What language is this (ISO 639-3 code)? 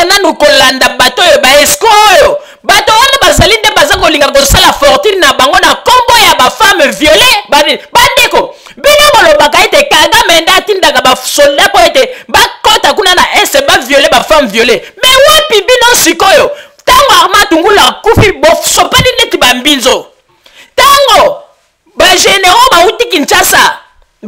lin